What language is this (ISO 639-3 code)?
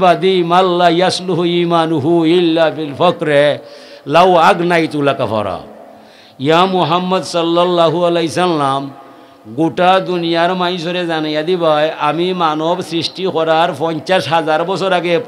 syl